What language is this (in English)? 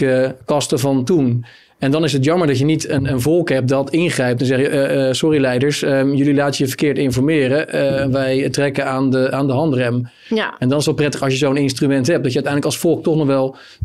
Dutch